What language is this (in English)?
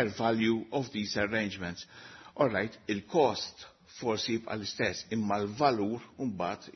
Maltese